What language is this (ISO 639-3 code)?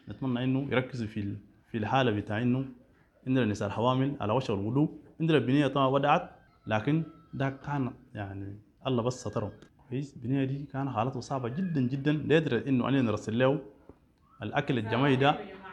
apd